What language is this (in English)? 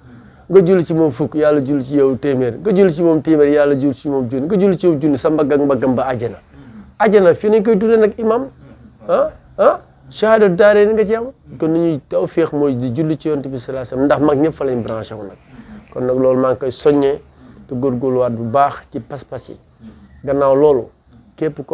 Wolof